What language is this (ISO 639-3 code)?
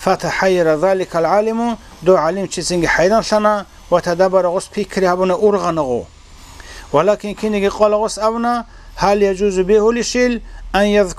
ava